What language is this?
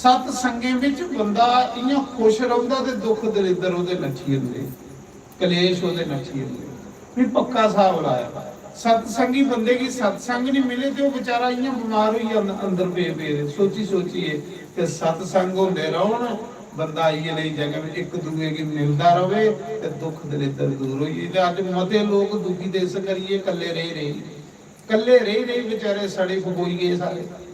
Dogri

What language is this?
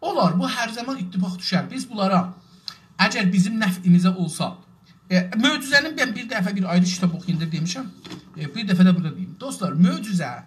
South Azerbaijani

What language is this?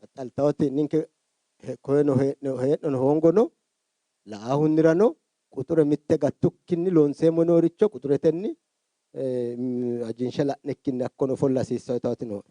Sidamo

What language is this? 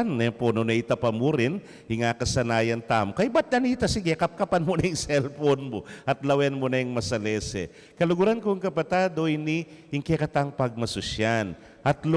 Pampanga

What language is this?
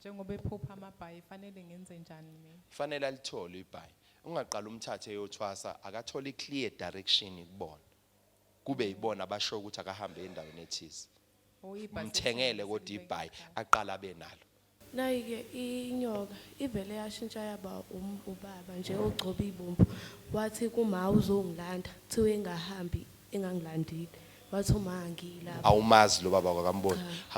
Zulu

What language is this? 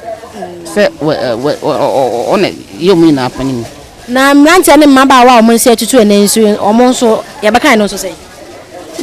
Akan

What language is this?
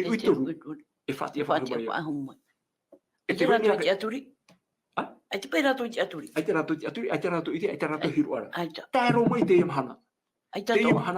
Tahitian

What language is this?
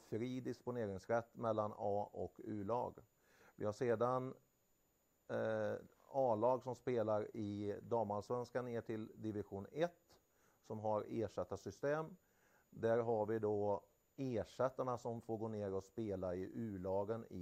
Swedish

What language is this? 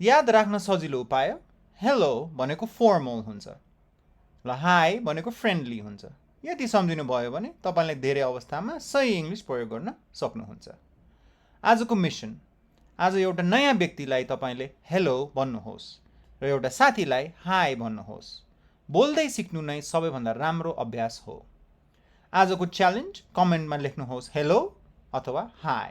Nepali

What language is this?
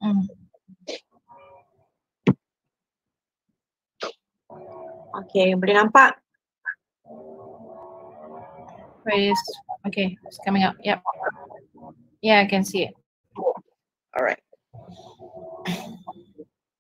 Malay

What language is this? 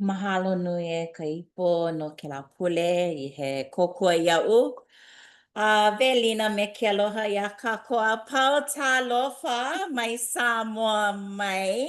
Hawaiian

